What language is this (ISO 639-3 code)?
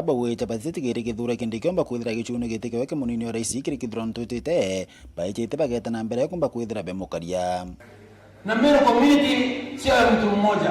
mer